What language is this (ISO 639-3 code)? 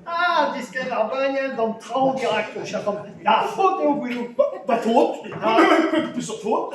bre